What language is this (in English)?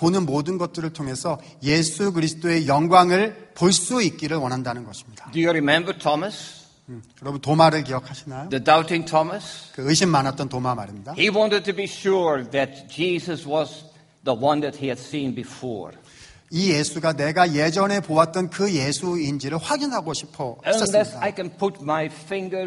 Korean